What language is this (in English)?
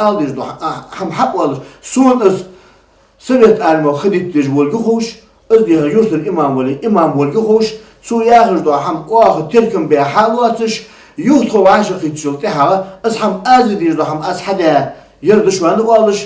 Ingush